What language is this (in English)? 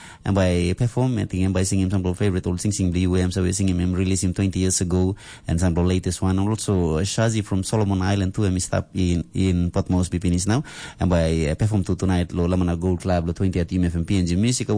Tok Pisin